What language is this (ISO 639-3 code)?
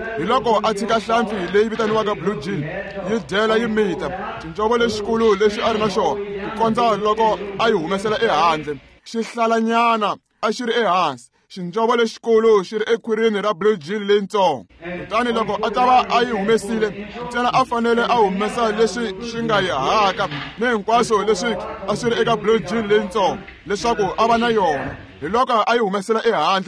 tso